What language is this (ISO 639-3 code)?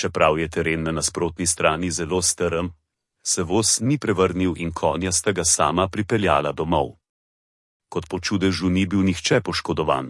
slv